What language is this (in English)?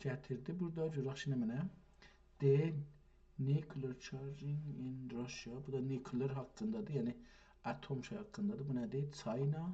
South Azerbaijani